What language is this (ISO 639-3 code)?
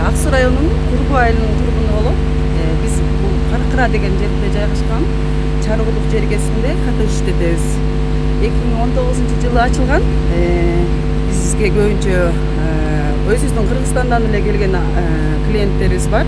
kir